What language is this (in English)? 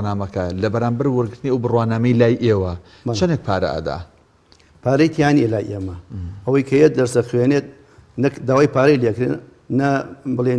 Central Kurdish